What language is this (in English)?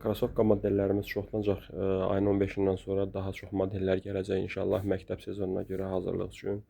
Azerbaijani